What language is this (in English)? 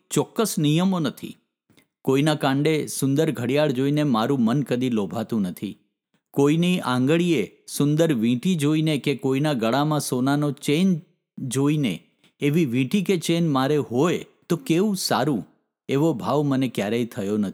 Gujarati